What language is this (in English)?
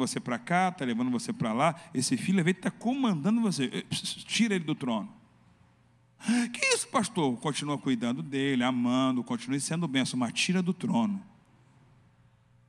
Portuguese